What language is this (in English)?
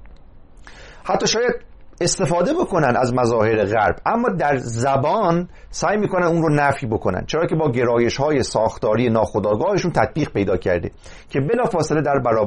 Persian